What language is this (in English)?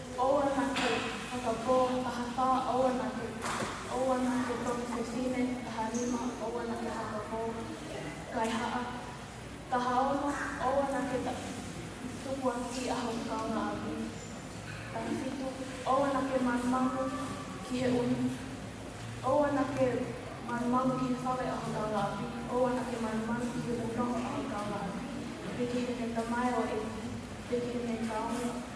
Tongan